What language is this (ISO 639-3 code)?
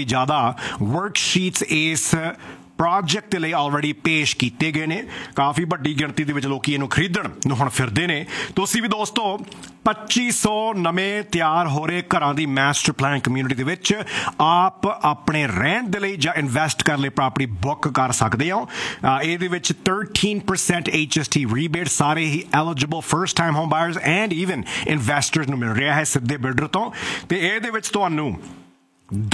pan